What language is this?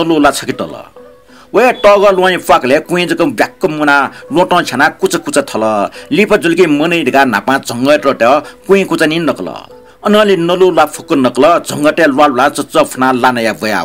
Newari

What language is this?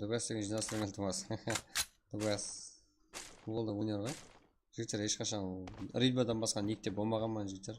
Kara-Kalpak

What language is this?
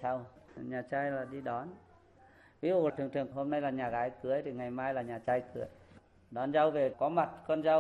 Vietnamese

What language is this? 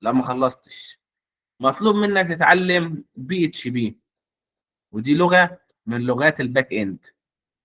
Egyptian Arabic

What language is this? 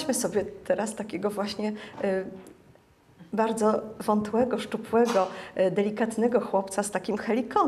Polish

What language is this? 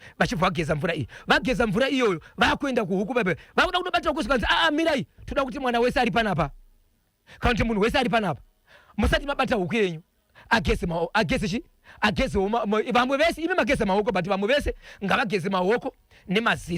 Shona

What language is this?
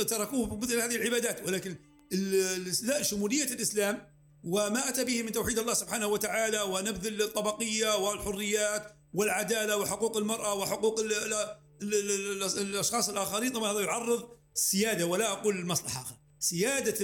Arabic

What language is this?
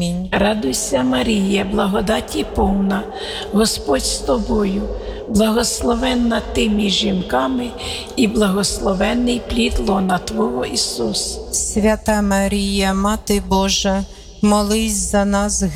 Ukrainian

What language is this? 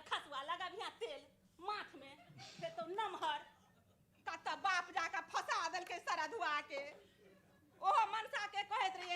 Maithili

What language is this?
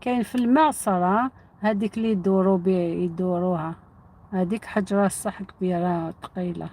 Algerian Arabic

